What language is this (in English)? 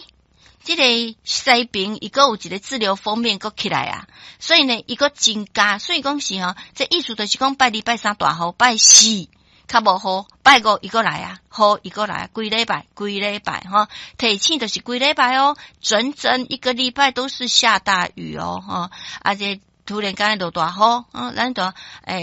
Min Nan Chinese